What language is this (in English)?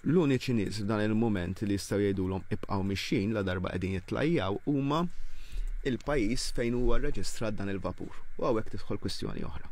Maltese